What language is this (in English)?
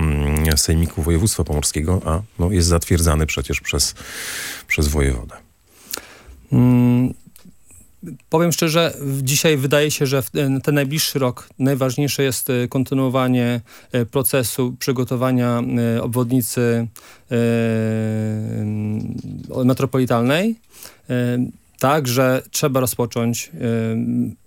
Polish